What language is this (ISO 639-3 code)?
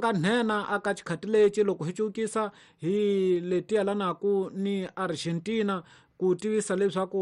tso